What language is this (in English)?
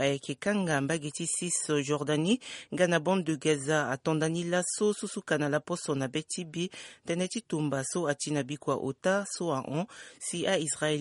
Sango